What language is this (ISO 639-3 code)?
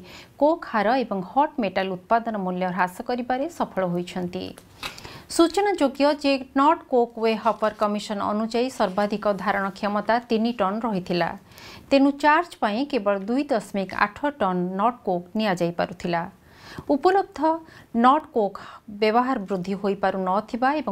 ori